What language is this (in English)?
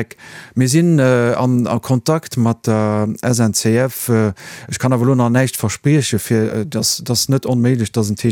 Luxembourgish